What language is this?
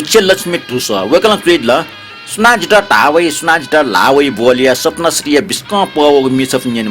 Newari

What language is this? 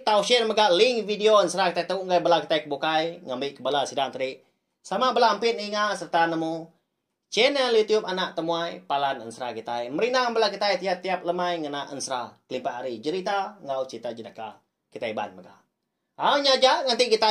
Iban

